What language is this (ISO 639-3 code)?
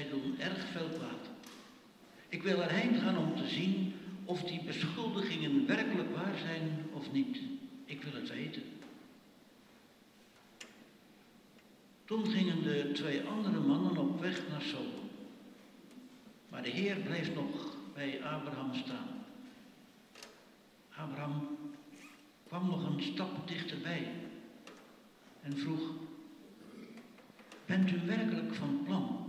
nld